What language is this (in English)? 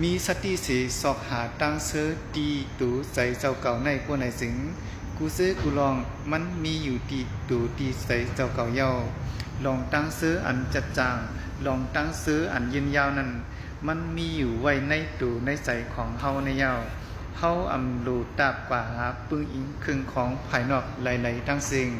Shan